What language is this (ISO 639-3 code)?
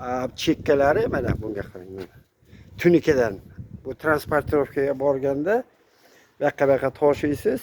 uzb